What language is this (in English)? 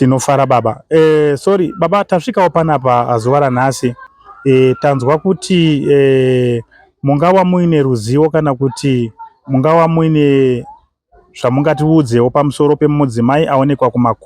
Shona